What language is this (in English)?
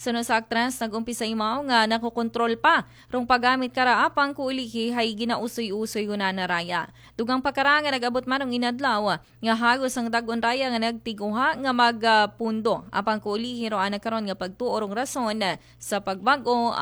Aklanon